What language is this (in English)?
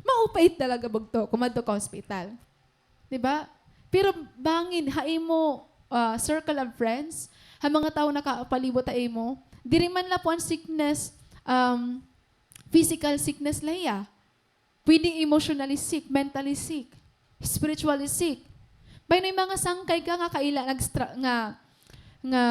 Waray